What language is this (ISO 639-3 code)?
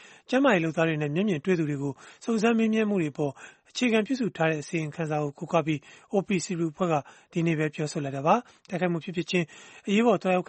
mya